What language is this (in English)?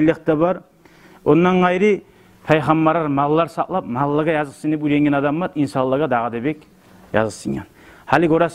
Kumyk